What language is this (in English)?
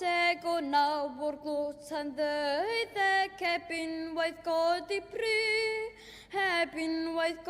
Welsh